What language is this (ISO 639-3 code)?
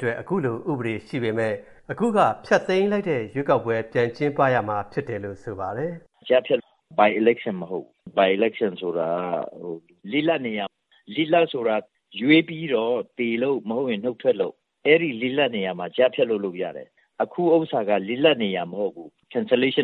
mya